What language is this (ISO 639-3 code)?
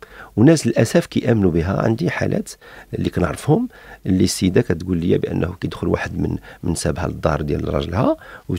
ary